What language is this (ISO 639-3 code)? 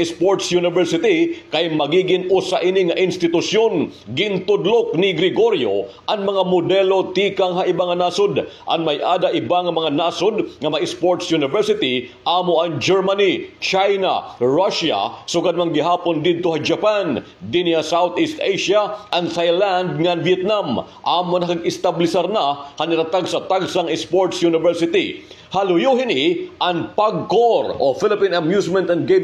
war